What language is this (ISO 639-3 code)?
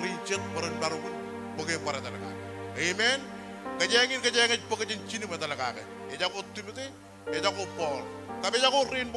mah